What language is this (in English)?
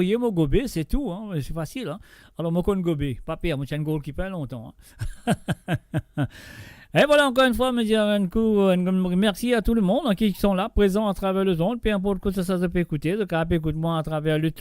Morisyen